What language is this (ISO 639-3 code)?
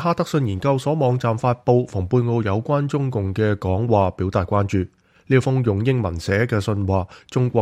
yue